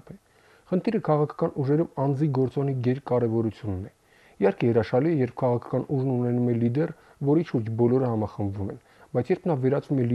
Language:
Armenian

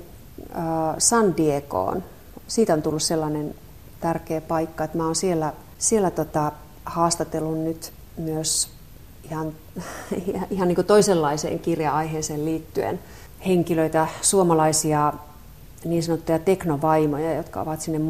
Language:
Finnish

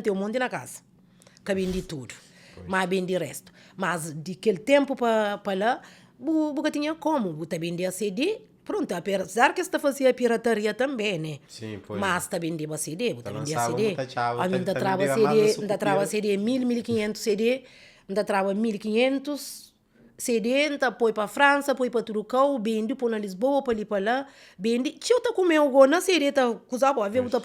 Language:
Kabuverdianu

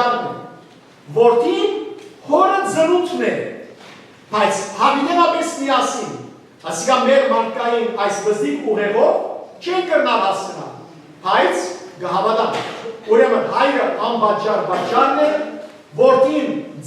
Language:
Western Armenian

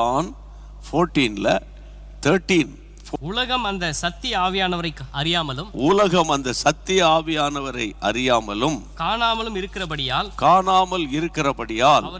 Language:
Tamil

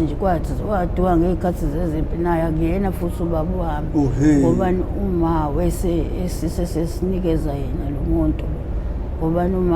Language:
Zulu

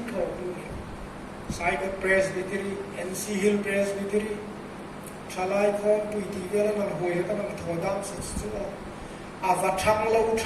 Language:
Hmar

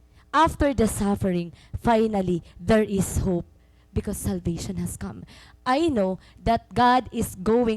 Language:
Waray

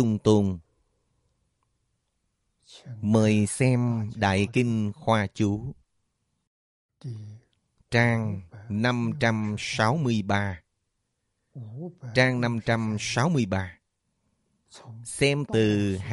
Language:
Vietnamese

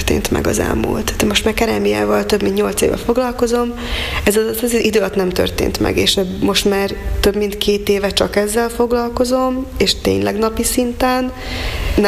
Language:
Hungarian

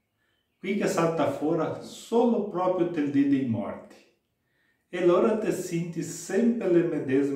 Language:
Venetian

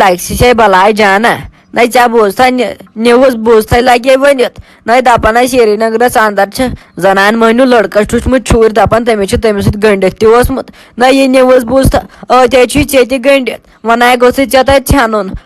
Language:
Kashmiri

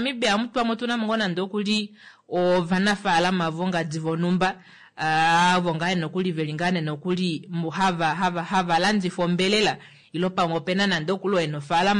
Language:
Kuanyama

